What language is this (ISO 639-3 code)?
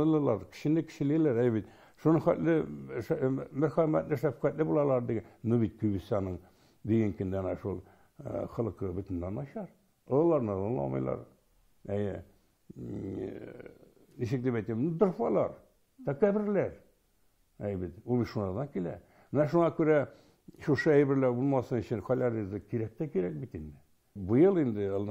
tat